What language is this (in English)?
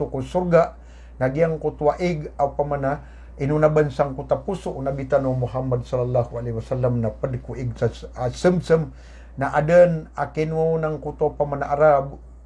Maranao